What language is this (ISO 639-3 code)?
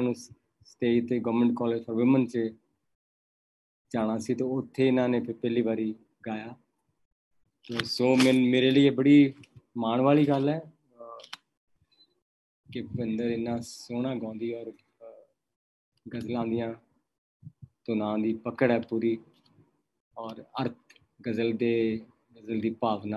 pan